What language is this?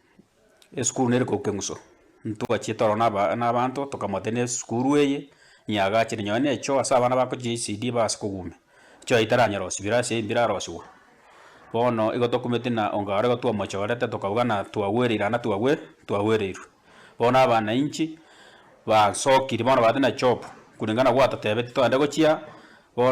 Gusii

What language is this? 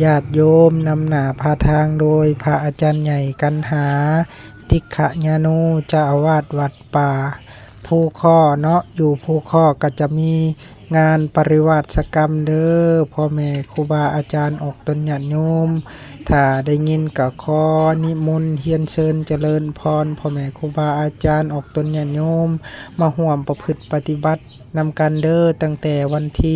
Lao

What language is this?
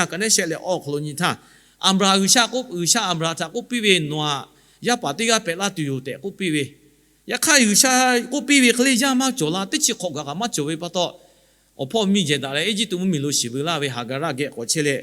Lahu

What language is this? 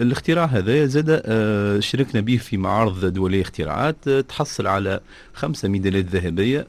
Tunisian Arabic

